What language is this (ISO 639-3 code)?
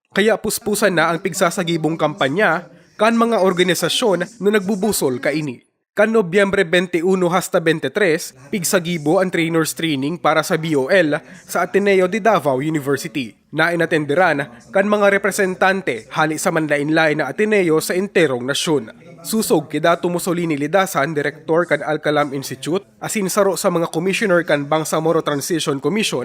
bik